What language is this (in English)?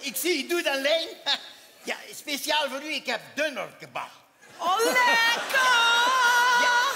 Limburgish